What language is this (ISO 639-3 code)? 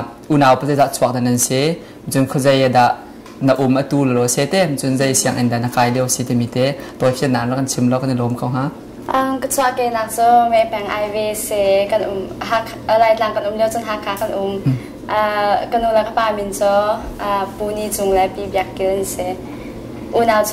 cnh